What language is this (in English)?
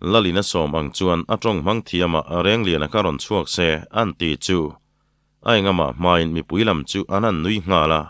Mizo